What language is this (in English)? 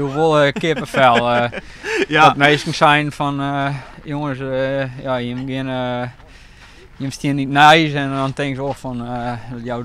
Western Frisian